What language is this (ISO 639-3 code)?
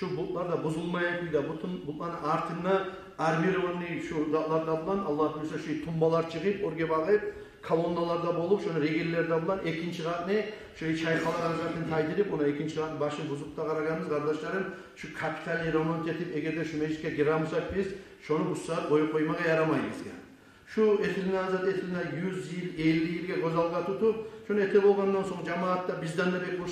kum